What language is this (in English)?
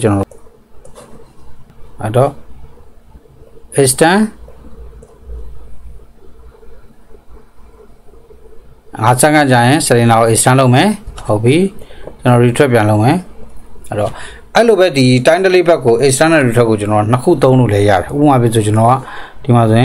Burmese